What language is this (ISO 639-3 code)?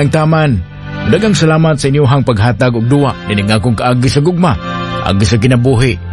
ceb